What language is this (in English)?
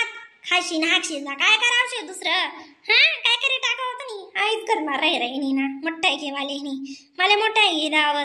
Khandesi